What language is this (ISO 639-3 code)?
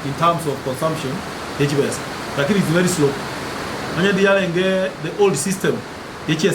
guz